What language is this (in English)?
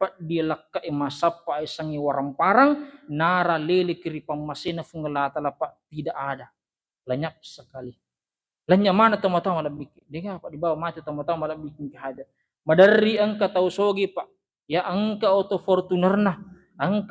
Buginese